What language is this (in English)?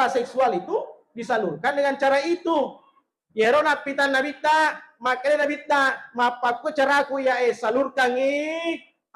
Buginese